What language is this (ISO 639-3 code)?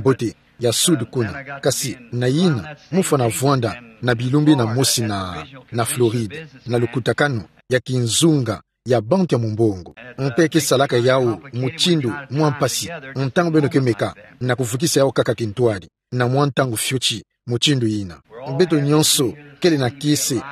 ktu